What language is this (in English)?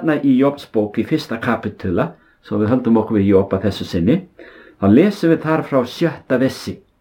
Icelandic